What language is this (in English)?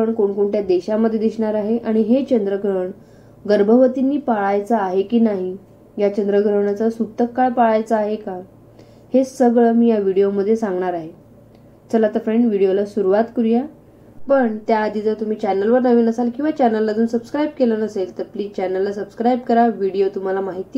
Marathi